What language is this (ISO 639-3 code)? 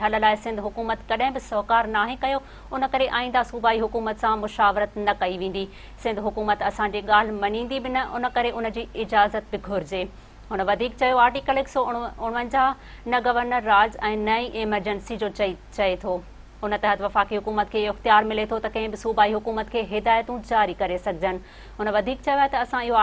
snd